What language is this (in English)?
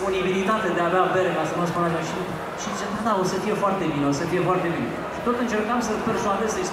Romanian